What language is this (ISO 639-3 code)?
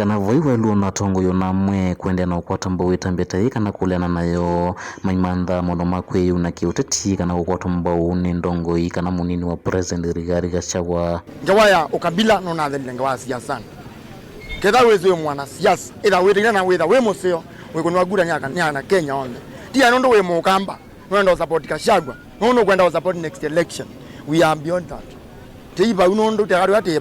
kam